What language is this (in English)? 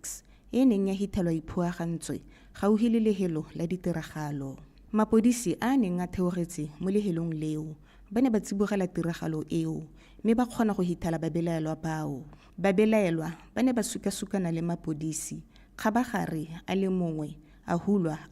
Tswana